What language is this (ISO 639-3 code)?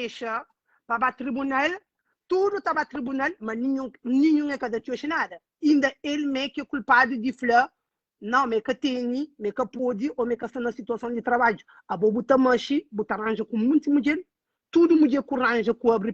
kea